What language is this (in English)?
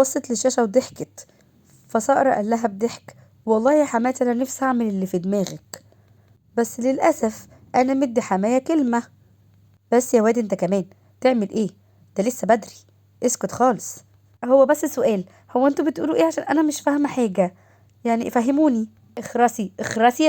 Egyptian Arabic